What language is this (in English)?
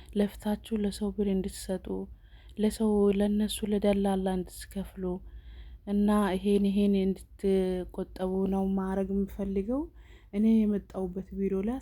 Amharic